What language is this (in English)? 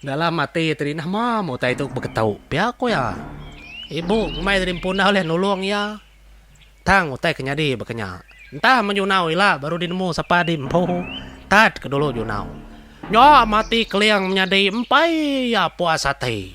Iban